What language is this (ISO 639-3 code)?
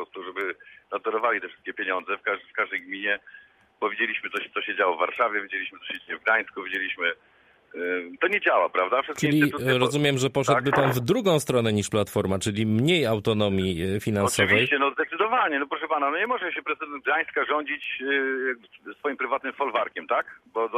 pol